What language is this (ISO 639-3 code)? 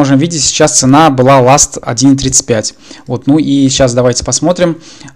rus